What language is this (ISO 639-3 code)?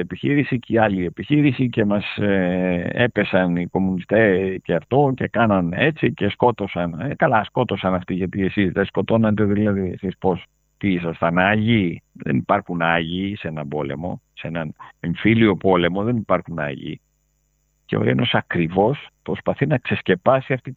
ell